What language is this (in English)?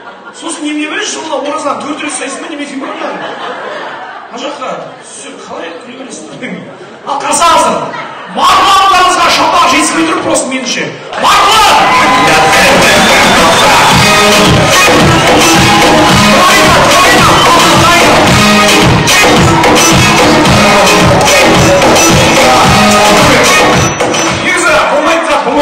Kazakh